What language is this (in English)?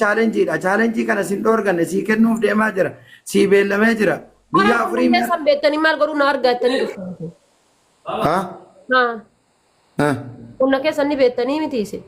Oromo